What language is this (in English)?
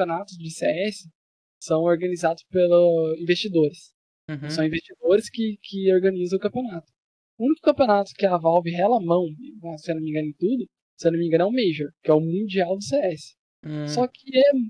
Portuguese